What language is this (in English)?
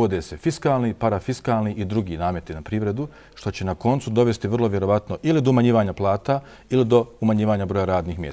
Bosnian